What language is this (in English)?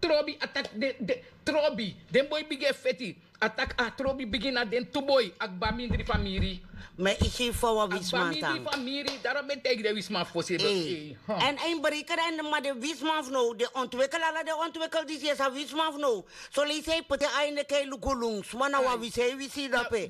Sranan Tongo